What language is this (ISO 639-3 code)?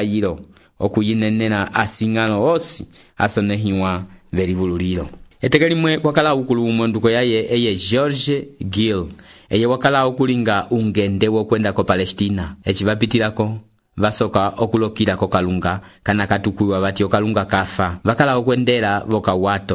umb